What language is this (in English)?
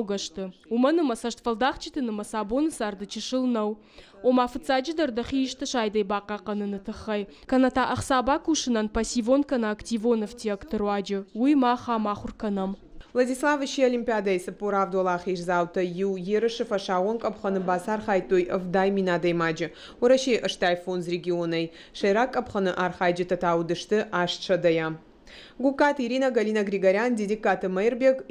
Ossetic